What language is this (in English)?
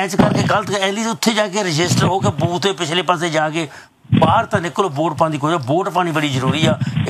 Punjabi